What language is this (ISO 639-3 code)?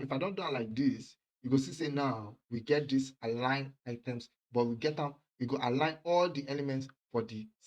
pcm